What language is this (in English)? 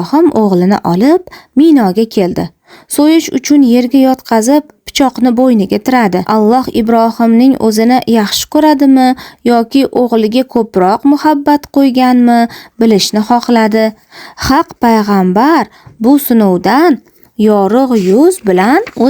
Uzbek